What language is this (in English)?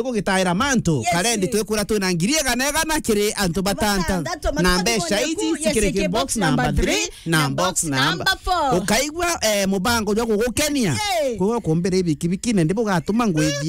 Meru